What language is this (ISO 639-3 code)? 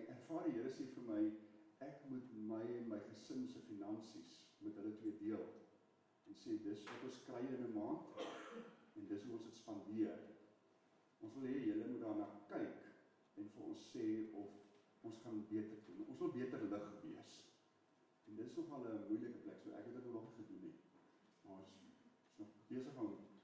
afr